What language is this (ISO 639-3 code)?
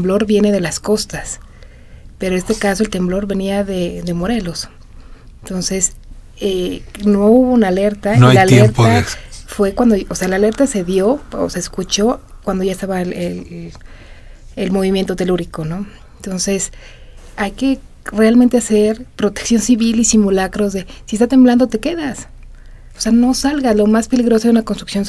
spa